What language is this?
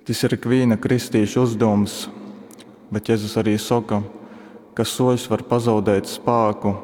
Latgalian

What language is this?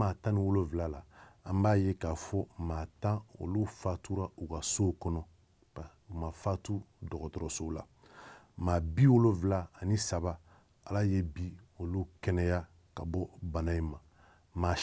Bambara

